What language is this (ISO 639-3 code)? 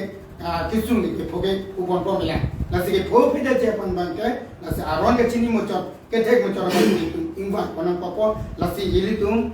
mjw